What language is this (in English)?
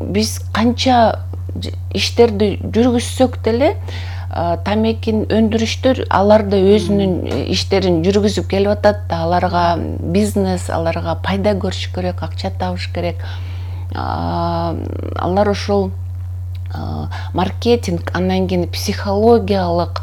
Kyrgyz